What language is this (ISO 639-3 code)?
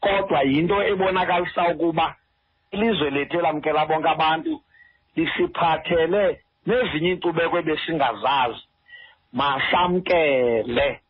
xho